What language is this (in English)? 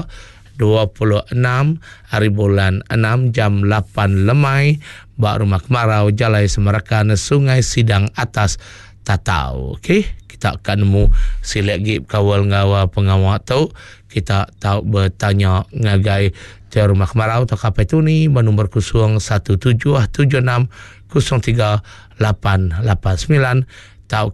Iban